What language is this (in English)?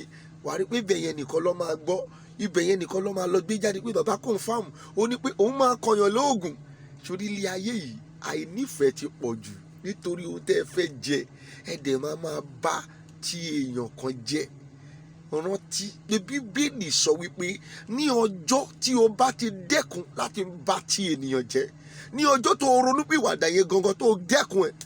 Yoruba